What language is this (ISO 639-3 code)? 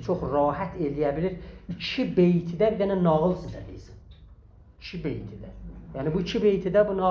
azb